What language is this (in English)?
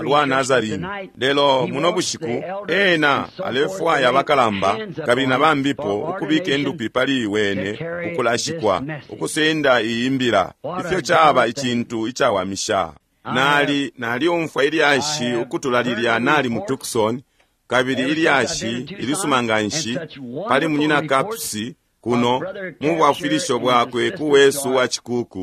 Bemba